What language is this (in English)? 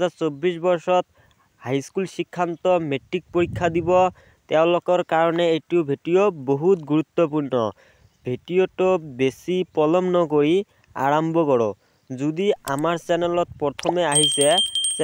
Assamese